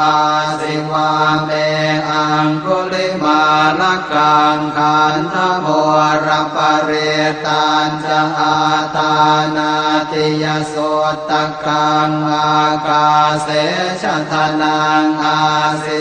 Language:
Pali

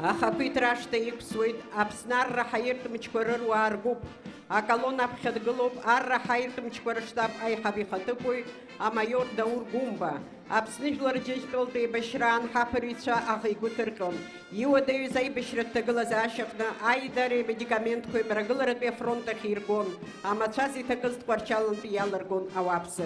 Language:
Abkhazian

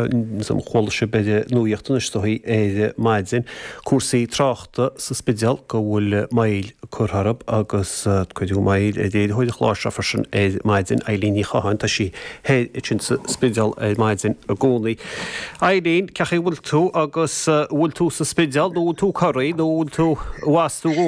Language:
Irish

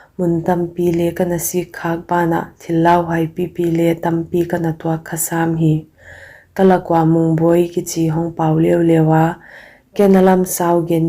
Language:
Paite Chin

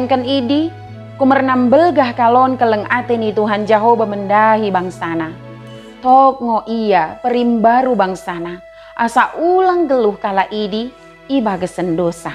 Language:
Batak Dairi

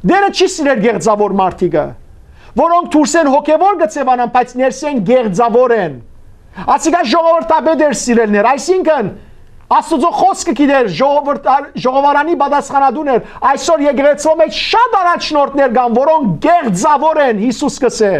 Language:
Western Armenian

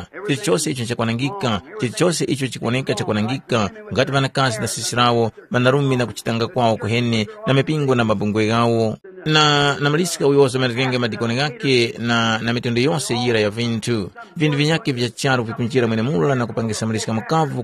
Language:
Tumbuka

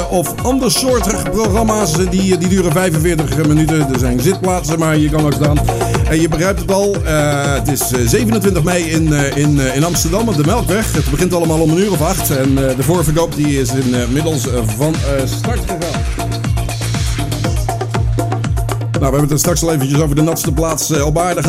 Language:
Dutch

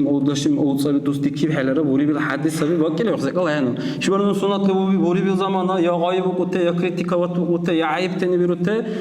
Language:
Dargwa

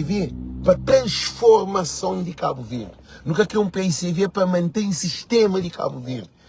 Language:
Kabuverdianu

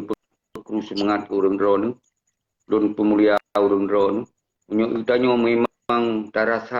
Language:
Achinese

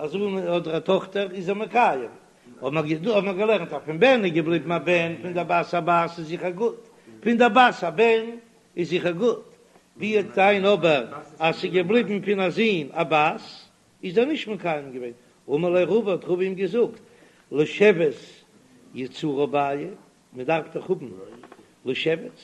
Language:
Yiddish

